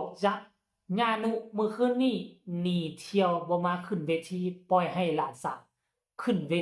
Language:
Lao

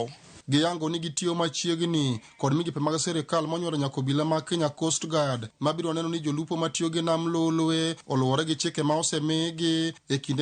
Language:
Luo (Kenya and Tanzania)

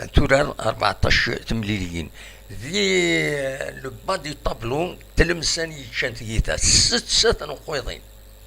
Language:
Kabyle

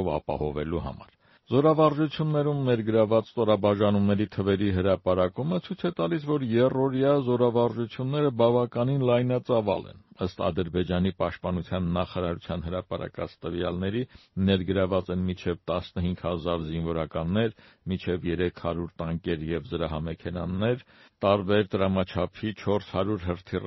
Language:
Armenian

